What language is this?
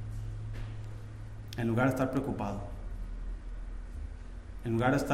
Spanish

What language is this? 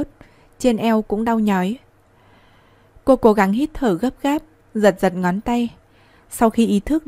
Vietnamese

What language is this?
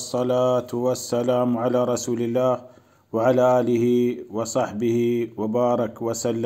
Baluchi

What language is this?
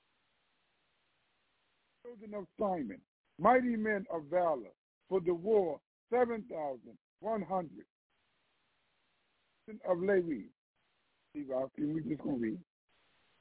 English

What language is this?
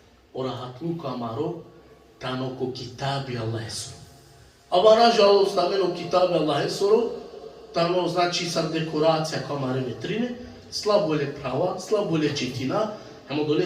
Balkan Romani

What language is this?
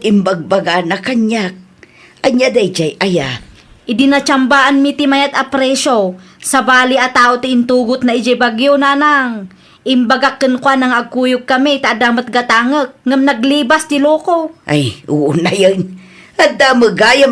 Iloko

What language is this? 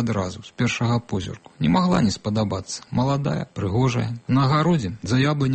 Belarusian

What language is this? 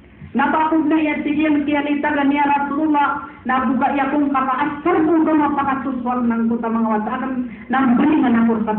Maranao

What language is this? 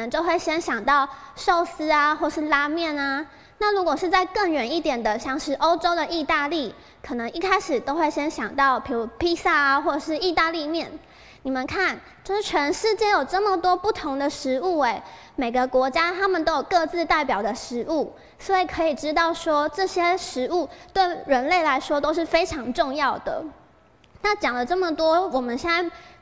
Chinese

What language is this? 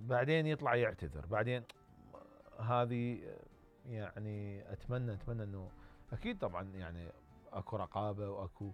Mesopotamian Arabic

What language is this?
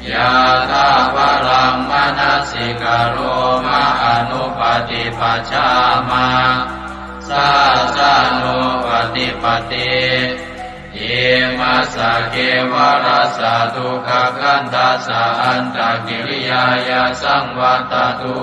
Pali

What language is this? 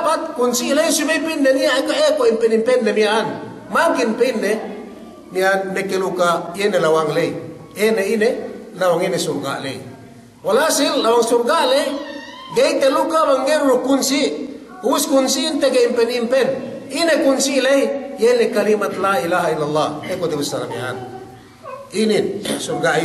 Yakan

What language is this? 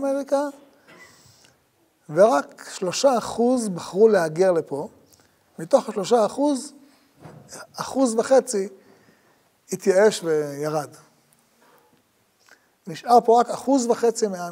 Hebrew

